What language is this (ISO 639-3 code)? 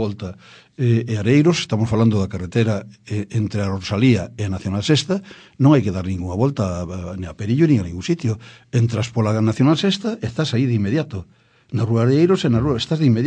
glg